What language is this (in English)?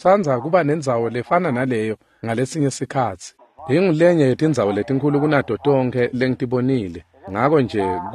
Swati